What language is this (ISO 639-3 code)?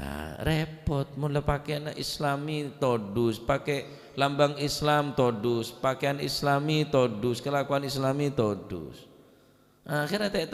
mad